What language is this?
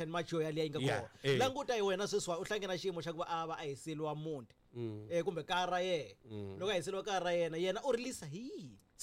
Tsonga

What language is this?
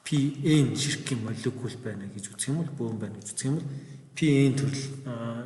Mongolian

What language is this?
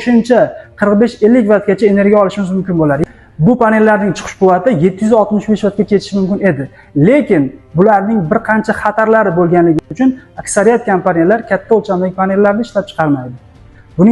Uzbek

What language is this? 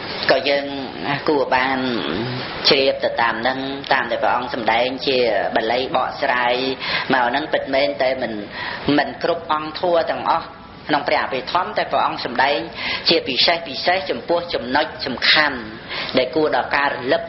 Khmer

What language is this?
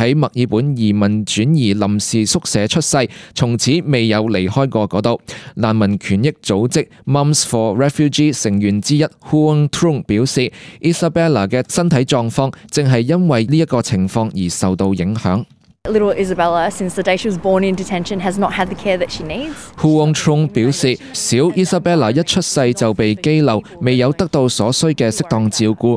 Cantonese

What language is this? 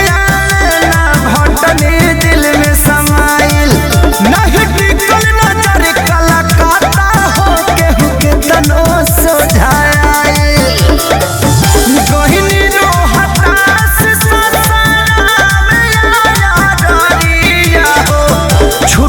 Bhojpuri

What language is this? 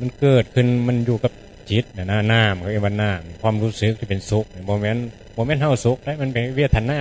Northeastern Thai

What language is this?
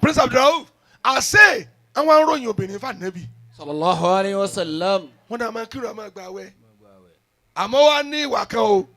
Yoruba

